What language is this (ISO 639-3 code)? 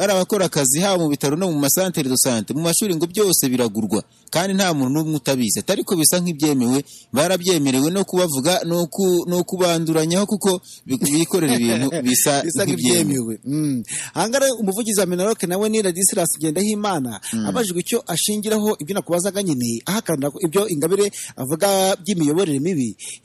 kin